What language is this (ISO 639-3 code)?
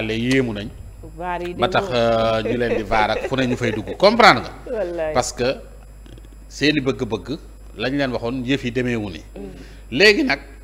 wol